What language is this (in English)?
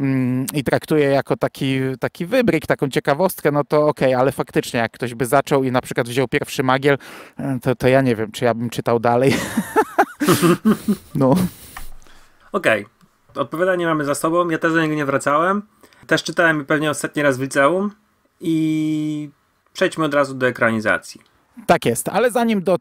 Polish